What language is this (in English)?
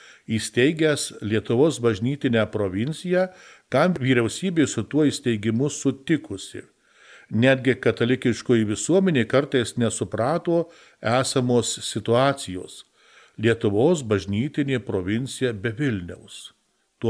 Lithuanian